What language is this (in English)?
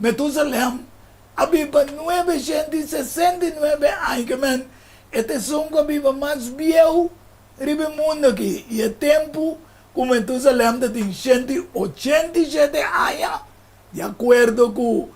Papiamento